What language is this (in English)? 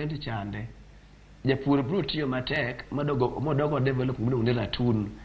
Luo (Kenya and Tanzania)